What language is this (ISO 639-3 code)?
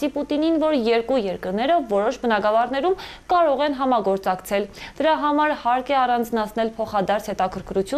hye